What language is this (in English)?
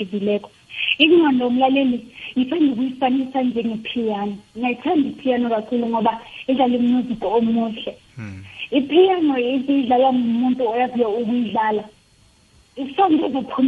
South Ndebele